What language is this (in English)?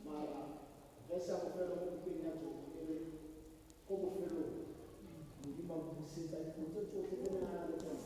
Tswana